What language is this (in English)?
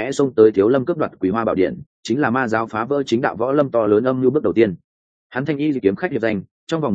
Vietnamese